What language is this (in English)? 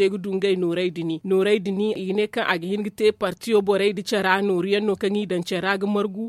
Zarma